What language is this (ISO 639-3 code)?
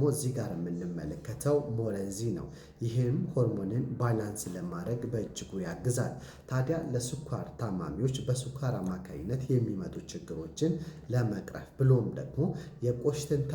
amh